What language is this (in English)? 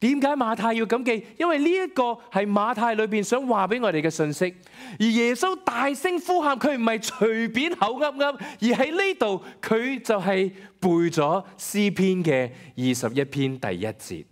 Cantonese